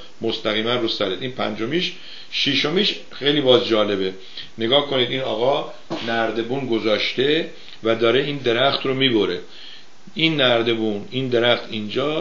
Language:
Persian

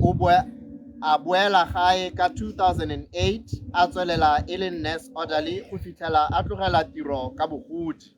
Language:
Tswana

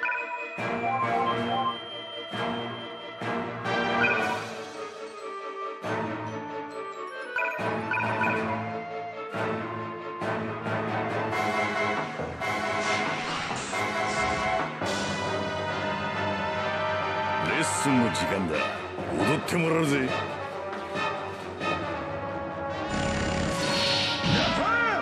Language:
Japanese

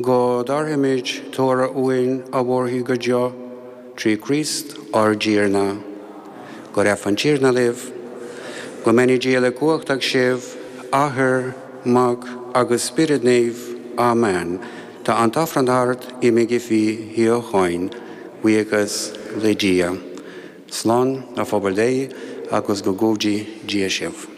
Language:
Irish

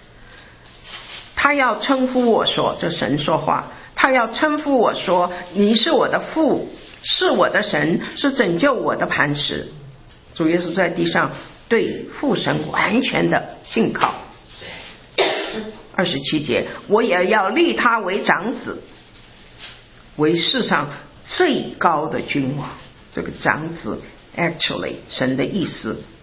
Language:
Chinese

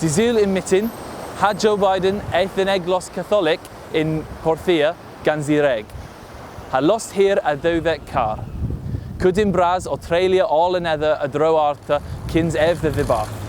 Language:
Cornish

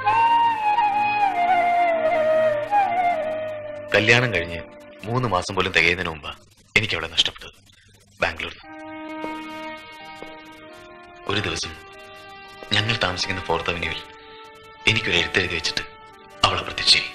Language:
Malayalam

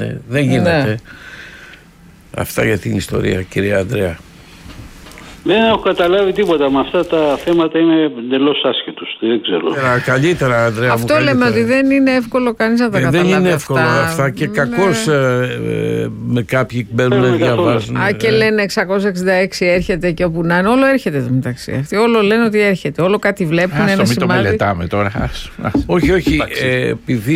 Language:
Greek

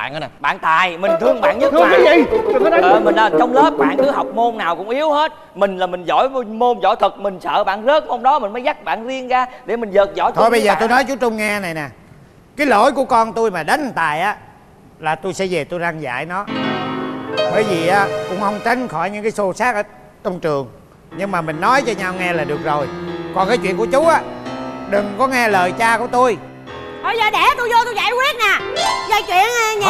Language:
Vietnamese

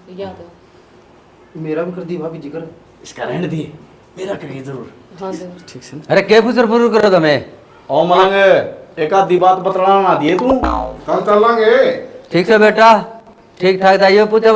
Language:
Haryanvi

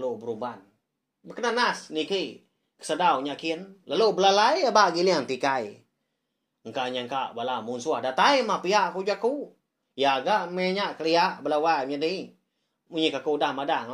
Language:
Iban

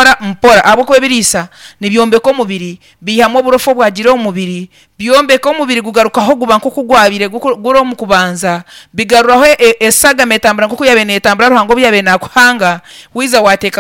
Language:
Nyankole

